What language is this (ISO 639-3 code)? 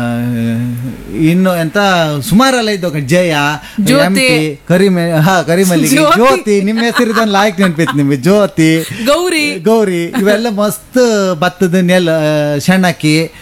kan